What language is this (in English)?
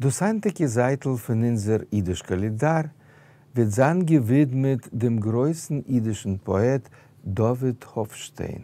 Yiddish